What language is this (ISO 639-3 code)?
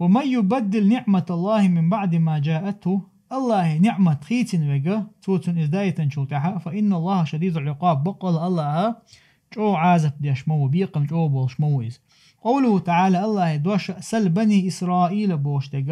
che